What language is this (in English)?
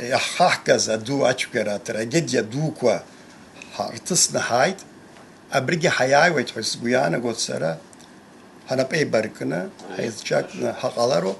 Abkhazian